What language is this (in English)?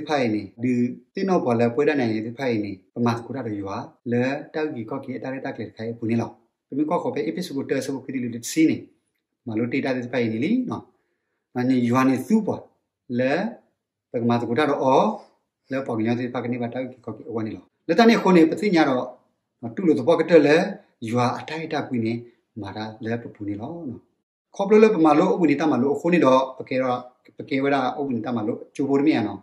S'gaw Karen